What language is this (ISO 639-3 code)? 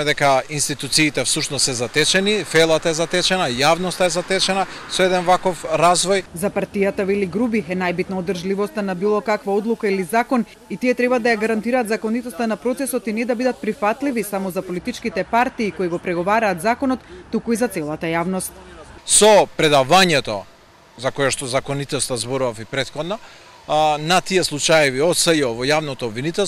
mkd